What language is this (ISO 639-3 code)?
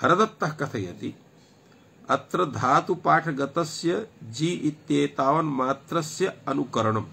san